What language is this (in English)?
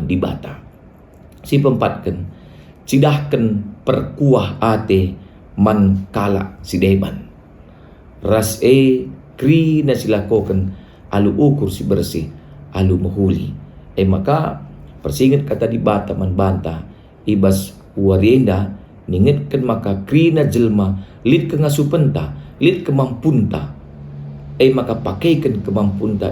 Batak Karo